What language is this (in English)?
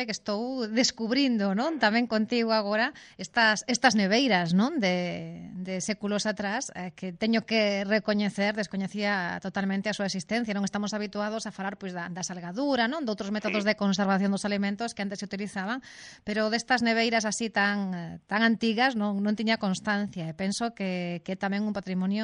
Galician